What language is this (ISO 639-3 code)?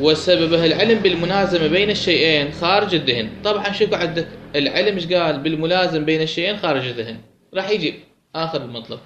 acm